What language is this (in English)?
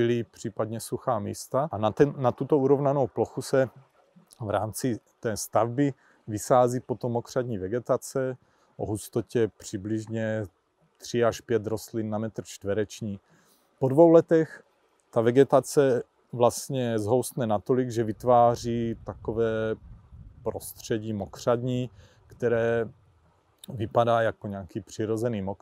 Czech